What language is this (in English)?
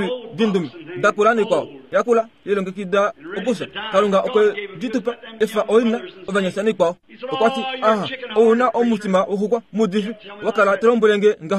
Kuanyama